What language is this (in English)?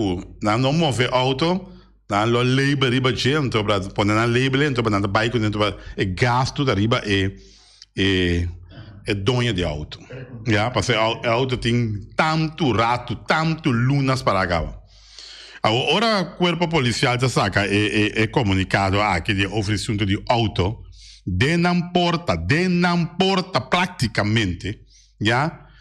Papiamento